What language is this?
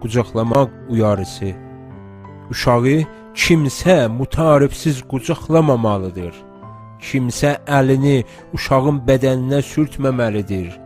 South Azerbaijani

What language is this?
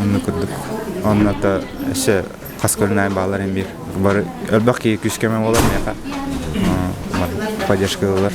Yakut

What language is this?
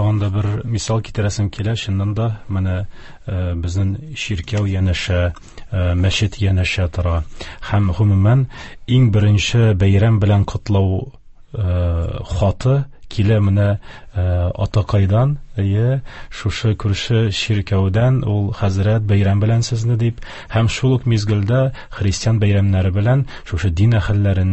Tatar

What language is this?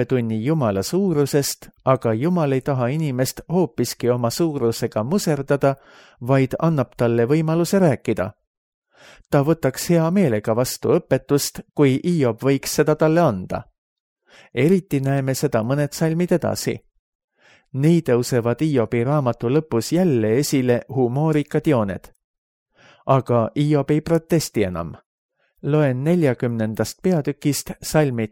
Estonian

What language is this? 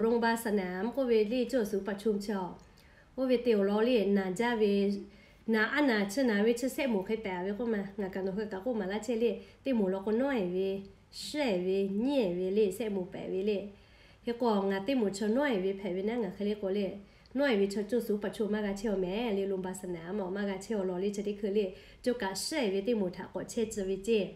Lahu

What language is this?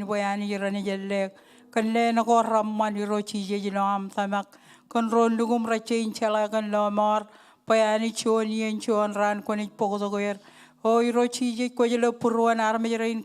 Marshallese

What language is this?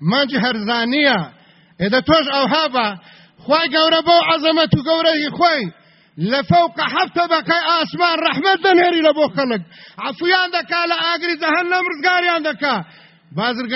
Central Kurdish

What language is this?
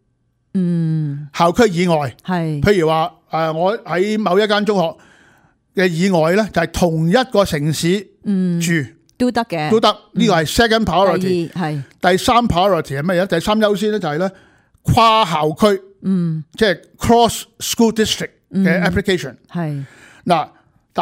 Cantonese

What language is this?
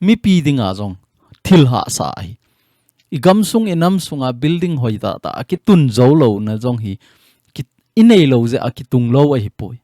Thado Chin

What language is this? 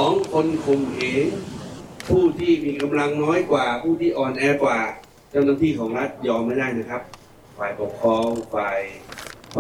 Thai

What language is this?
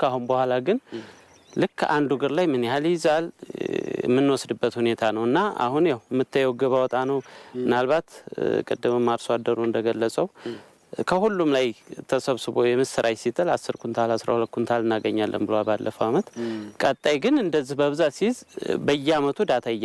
Amharic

